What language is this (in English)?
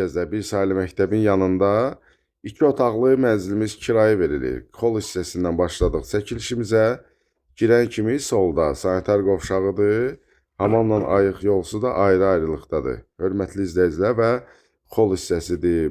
Azerbaijani